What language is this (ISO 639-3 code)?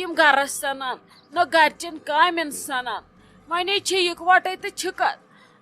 kas